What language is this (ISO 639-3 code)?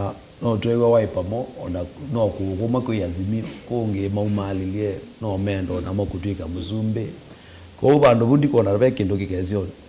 kam